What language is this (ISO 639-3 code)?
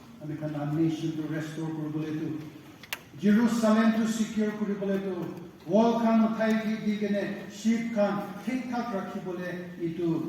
nag